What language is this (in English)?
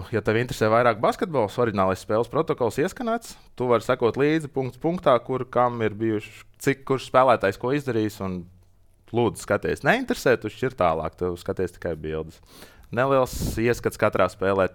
Latvian